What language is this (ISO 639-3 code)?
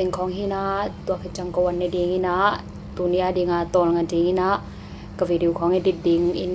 ctd